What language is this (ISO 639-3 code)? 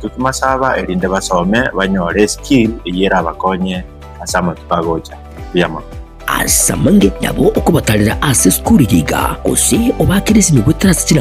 guz